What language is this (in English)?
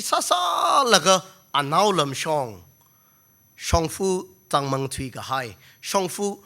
Tangkhul Naga (India)